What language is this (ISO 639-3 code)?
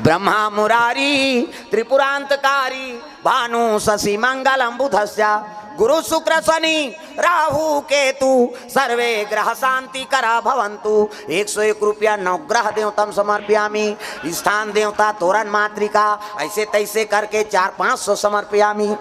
hne